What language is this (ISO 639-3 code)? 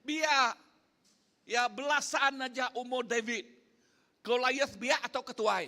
iba